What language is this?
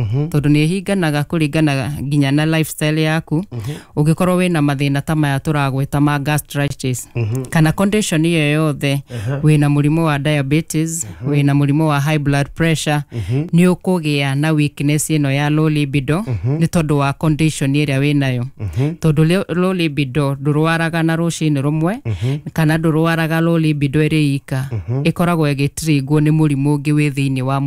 Kikuyu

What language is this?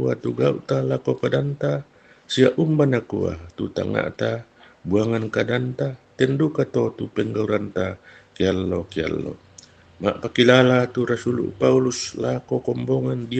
Toraja-Sa'dan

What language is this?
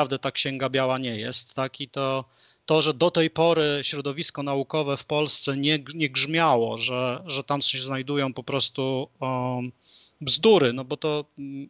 Polish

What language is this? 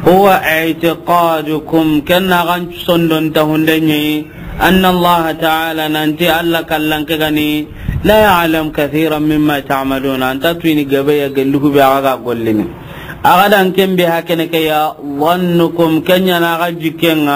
Soninke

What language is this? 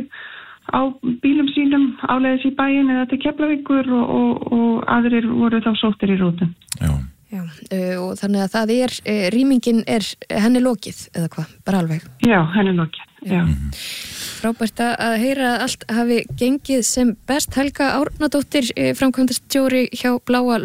Icelandic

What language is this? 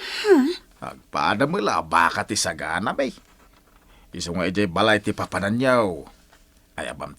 Iloko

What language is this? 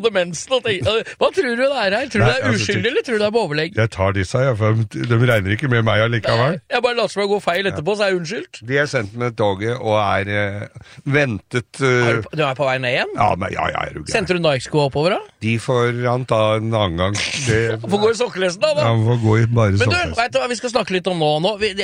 Norwegian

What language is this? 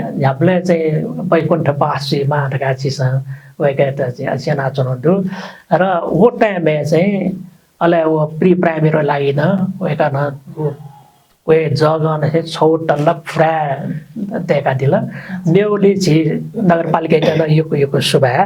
Newari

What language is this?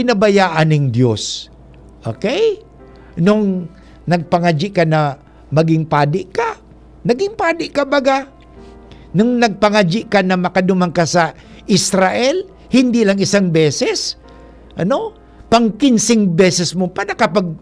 Bikol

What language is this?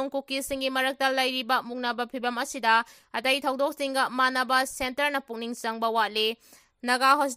Manipuri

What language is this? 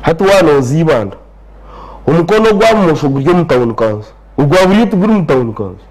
Nyankole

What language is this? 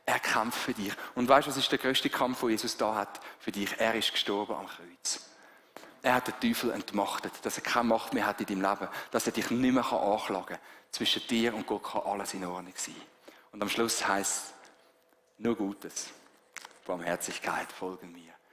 Swiss German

